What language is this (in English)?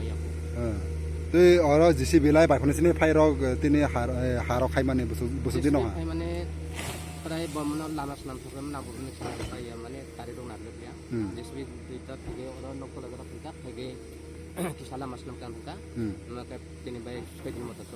Kok Borok